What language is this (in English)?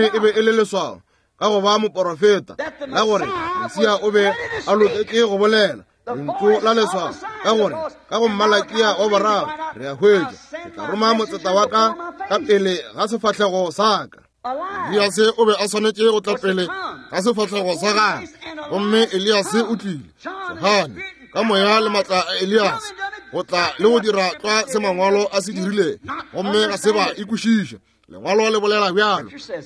Northern Sotho